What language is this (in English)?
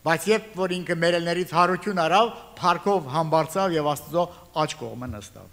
Armenian